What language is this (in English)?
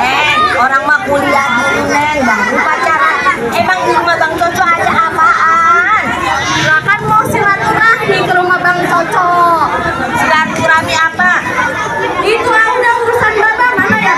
Betawi